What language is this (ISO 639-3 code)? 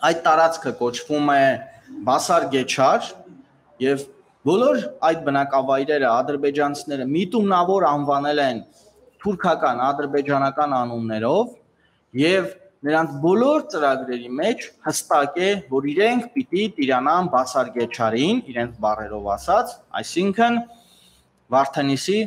hye